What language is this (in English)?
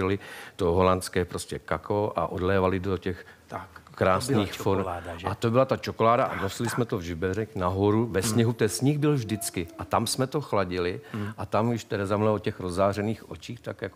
Czech